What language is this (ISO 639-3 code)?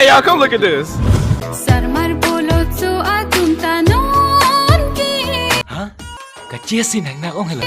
mjw